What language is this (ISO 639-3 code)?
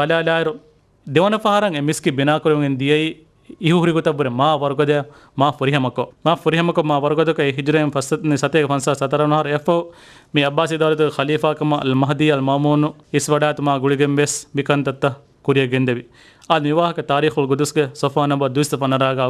div